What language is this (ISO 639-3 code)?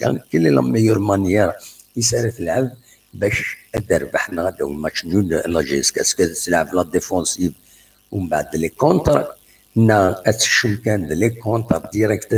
kab